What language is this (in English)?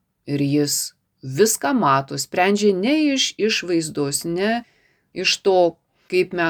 Lithuanian